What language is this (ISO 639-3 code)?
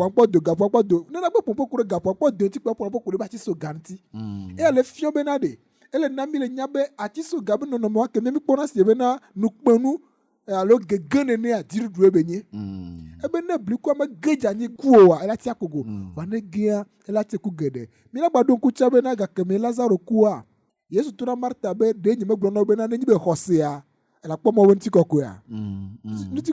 ewe